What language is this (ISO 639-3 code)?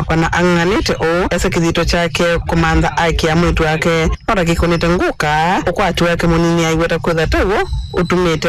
kam